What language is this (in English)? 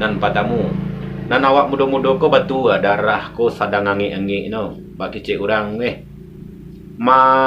Minangkabau